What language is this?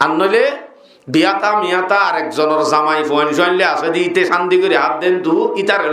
Rohingya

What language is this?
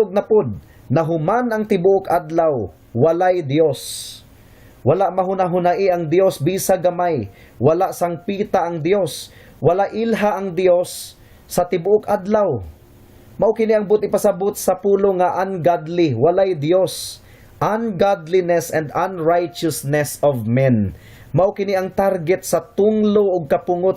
Cebuano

